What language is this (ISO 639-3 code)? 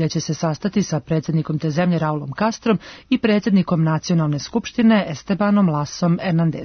srp